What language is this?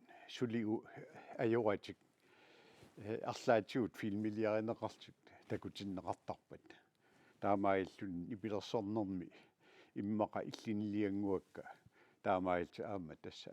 Kalaallisut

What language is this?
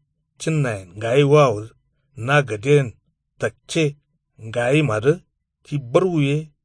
Kanuri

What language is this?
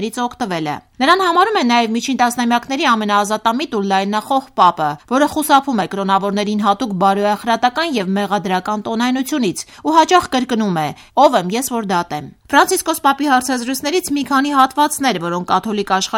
Armenian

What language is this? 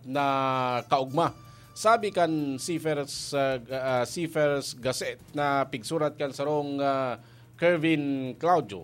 Bikol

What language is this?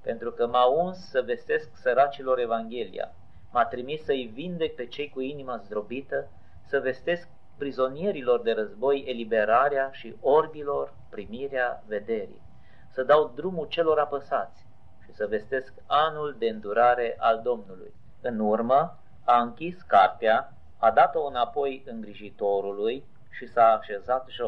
Romanian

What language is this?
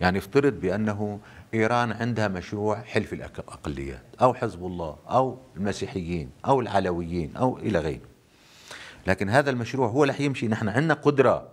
North Levantine Arabic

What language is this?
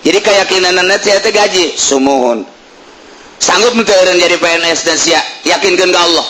Sundanese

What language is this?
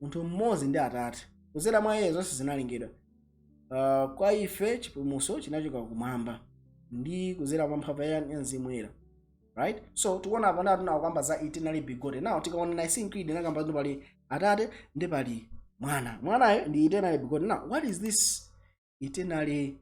Nyanja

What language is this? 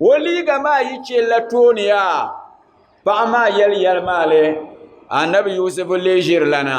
Dagbani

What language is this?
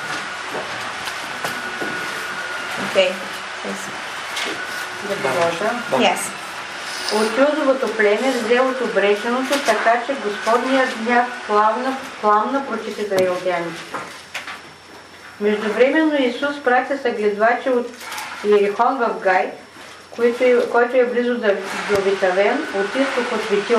Bulgarian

